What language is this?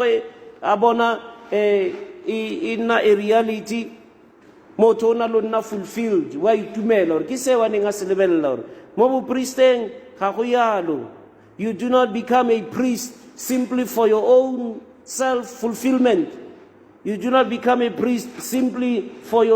Tswana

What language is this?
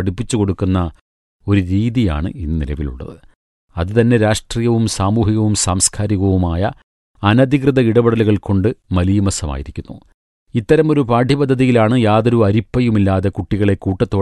Malayalam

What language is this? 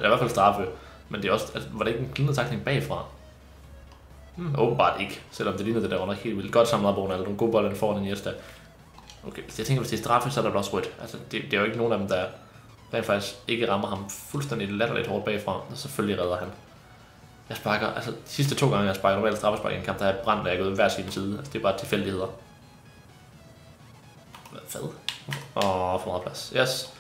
Danish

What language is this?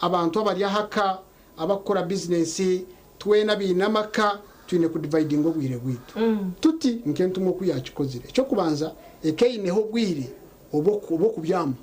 Nyankole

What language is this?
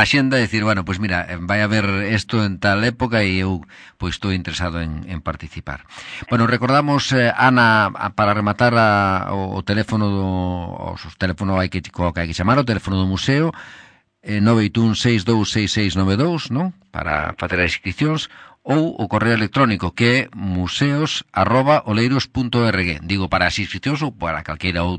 Galician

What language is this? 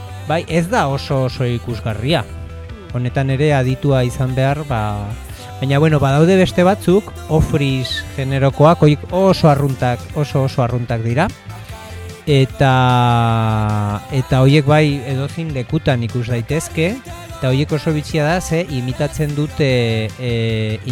Basque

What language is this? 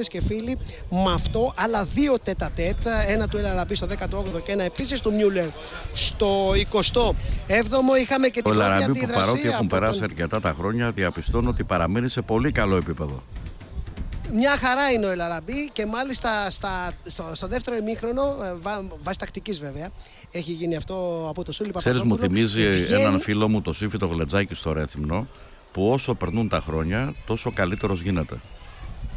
Greek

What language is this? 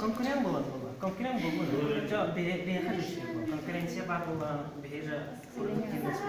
Yakut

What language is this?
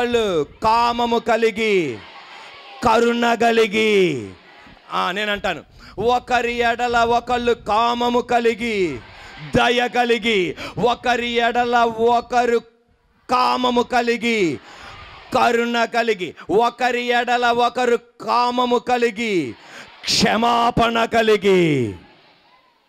Telugu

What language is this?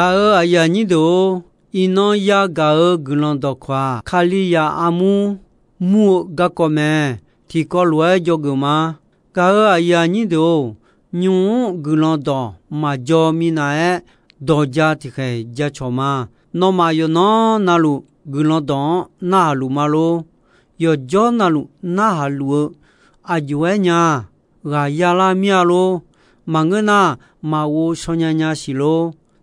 Akha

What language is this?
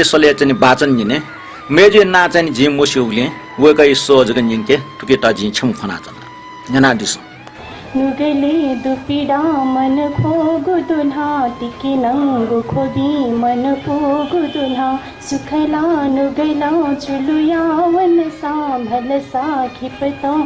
Newari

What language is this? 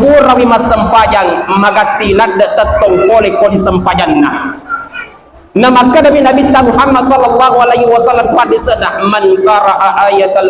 Buginese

